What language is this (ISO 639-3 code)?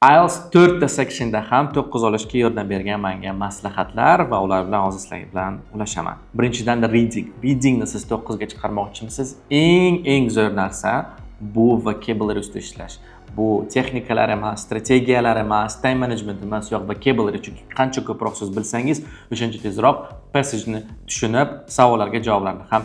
uzb